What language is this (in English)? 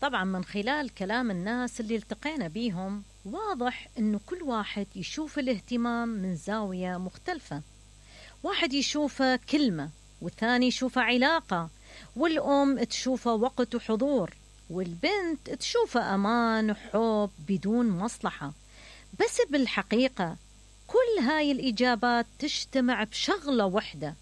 Mesopotamian Arabic